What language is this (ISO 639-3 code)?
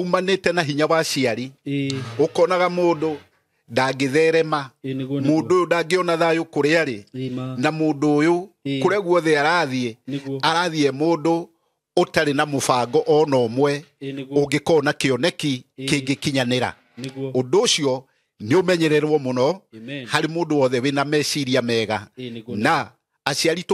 kik